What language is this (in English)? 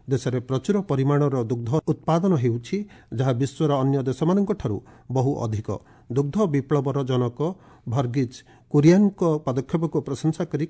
Odia